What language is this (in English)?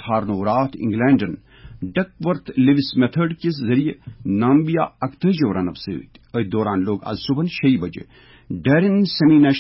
Kashmiri